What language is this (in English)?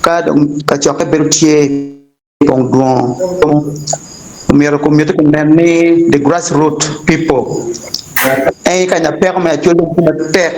Acoli